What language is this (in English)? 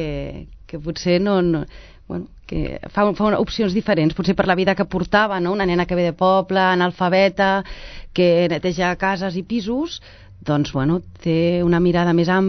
Catalan